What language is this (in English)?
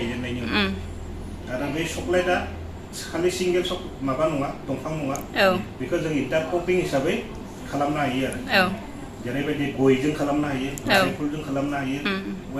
Bodo